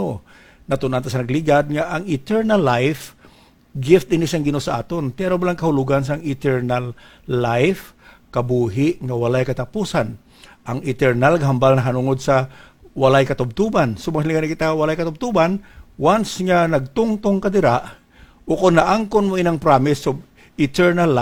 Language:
Hiligaynon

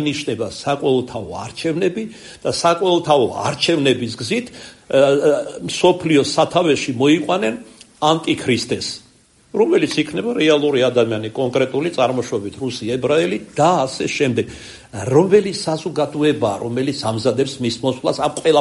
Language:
Georgian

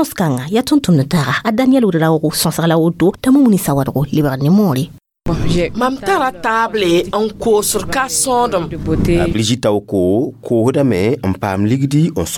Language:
Mossi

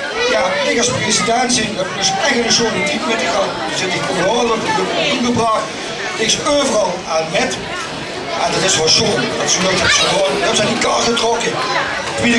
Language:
Limburgish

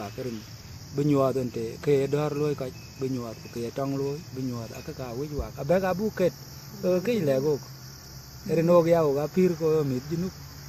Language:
Dinka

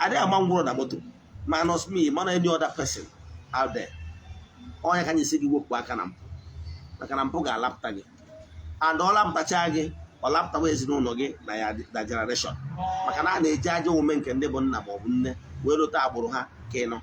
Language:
Igbo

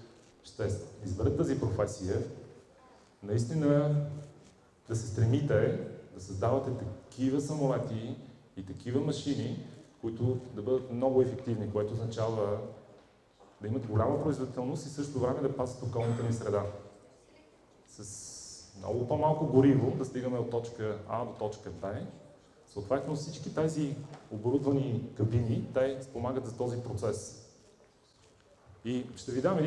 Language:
Bulgarian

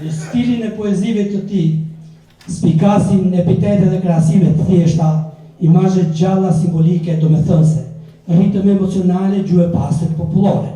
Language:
Albanian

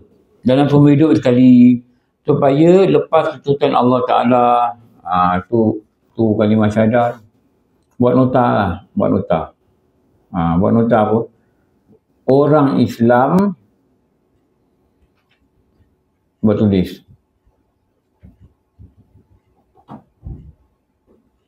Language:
Malay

